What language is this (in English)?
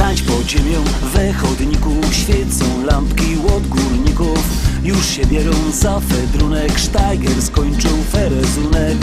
Silesian